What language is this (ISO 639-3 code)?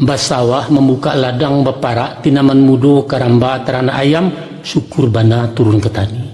min